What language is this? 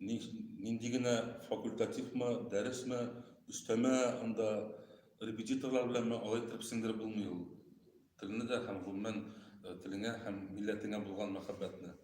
Tatar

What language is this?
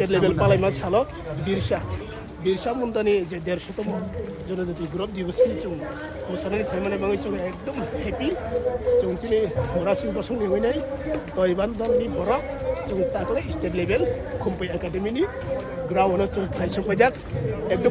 Kok Borok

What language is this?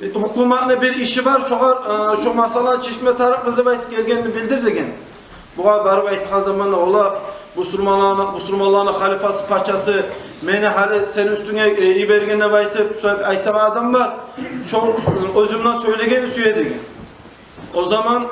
Kumyk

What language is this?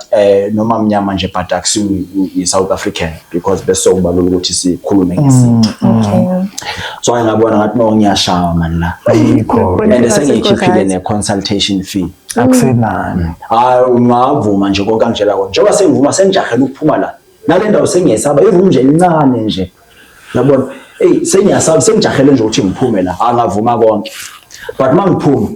Zulu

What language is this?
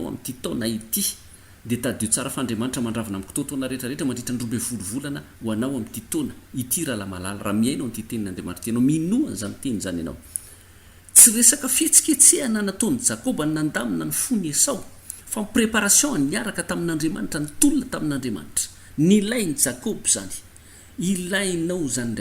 Malagasy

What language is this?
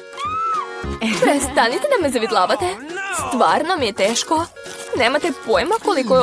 Serbian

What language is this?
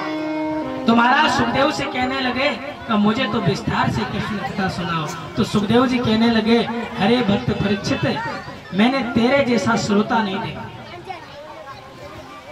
Hindi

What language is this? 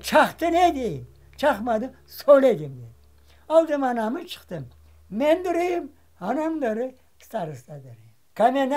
Crimean Tatar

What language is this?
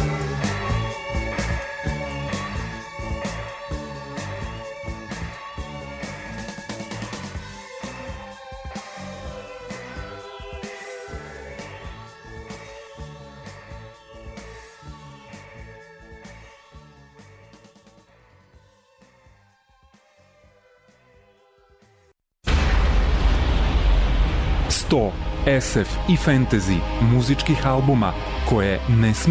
Serbian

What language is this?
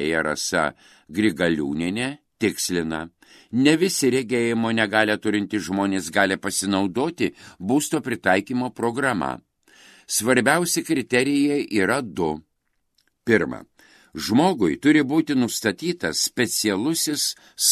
Lithuanian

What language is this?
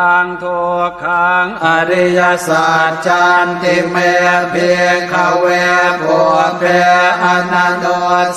Pali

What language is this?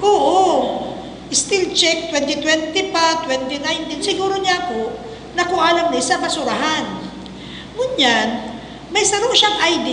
Bikol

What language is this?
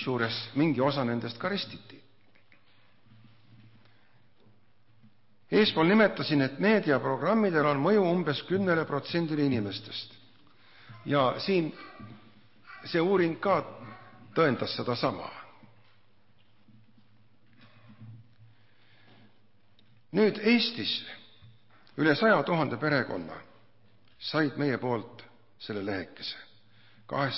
Estonian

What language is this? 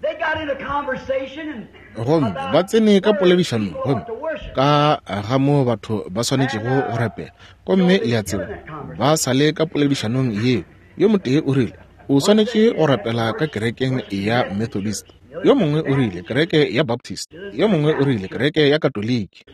Northern Sotho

